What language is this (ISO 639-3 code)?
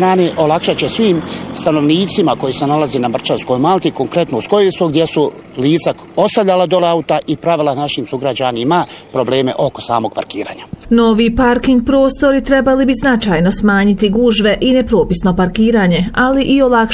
bos